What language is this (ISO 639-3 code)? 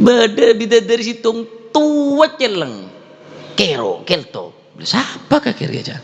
mad